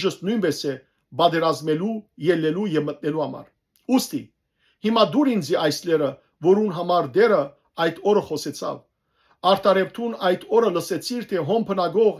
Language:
Western Armenian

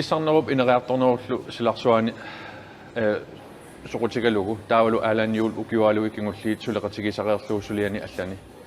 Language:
Kalaallisut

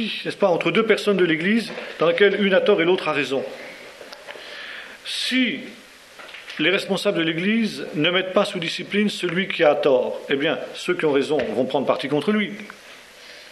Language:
French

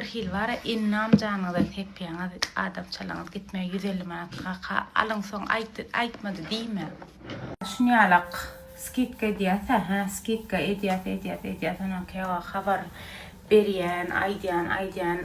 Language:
Turkmen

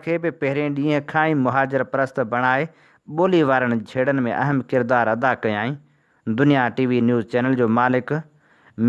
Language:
Sindhi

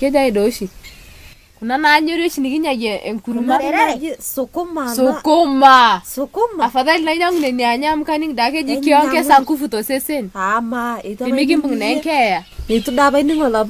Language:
Masai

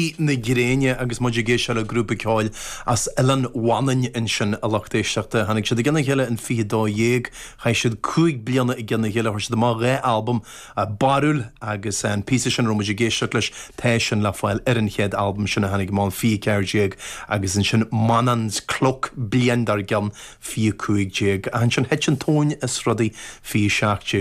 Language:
Irish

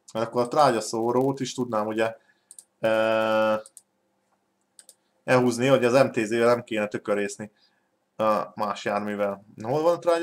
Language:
Hungarian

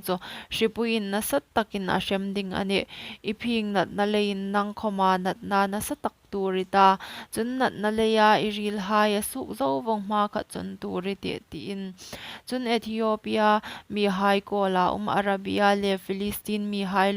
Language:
Hmar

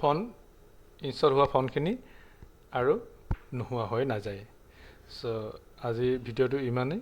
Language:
Assamese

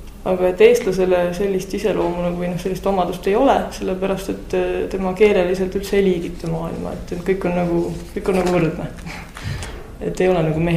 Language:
Estonian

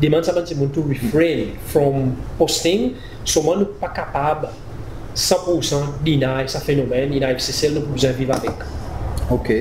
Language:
Seselwa Creole French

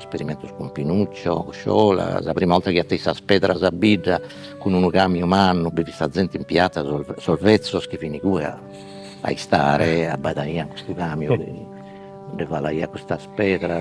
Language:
Sardinian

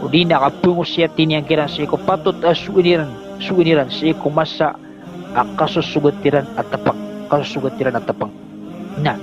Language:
Maranao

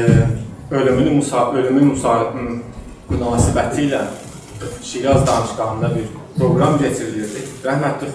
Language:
South Azerbaijani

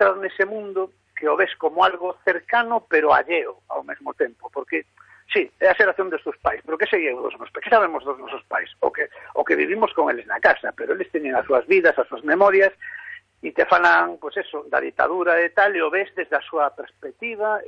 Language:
Galician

